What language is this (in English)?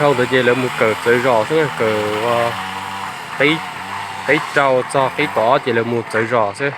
Hmong